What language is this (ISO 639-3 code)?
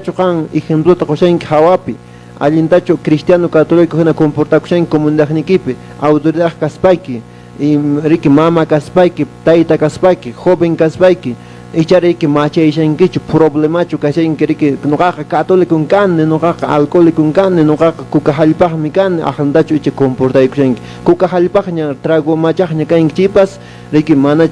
que